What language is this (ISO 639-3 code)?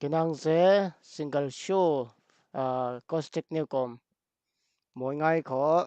cfm